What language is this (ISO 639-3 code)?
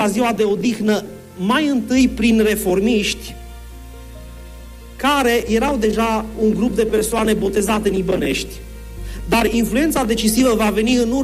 ron